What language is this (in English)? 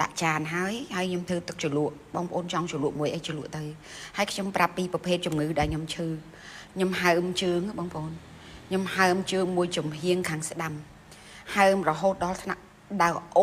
Khmer